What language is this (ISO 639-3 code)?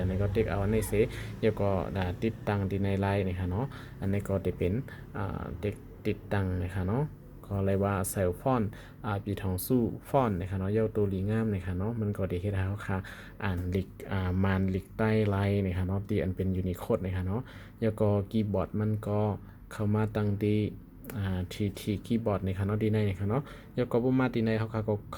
shn